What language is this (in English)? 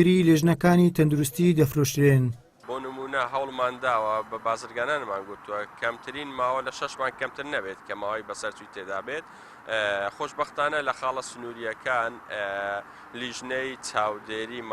Central Kurdish